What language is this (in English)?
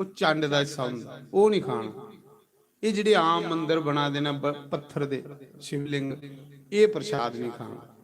Dogri